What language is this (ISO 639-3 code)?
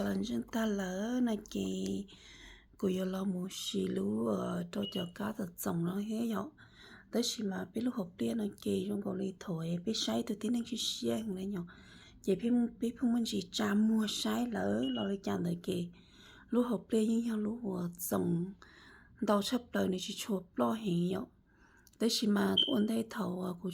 hmn